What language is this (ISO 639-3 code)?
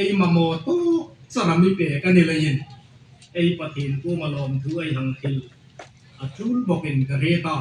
hmr